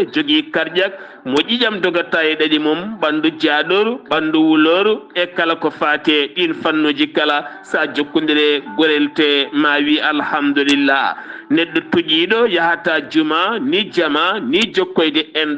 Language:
Fula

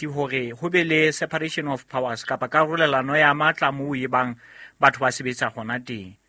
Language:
Southern Sotho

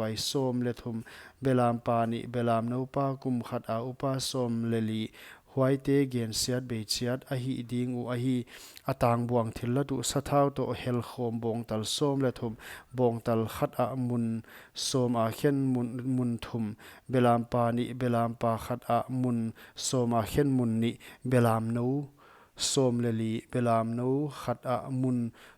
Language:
Paite Chin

